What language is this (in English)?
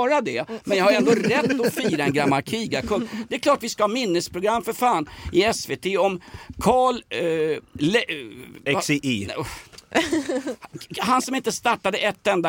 Swedish